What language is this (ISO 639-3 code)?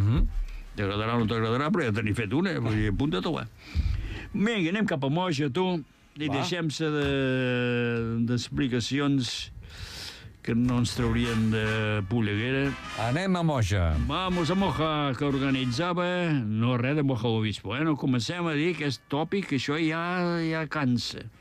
cat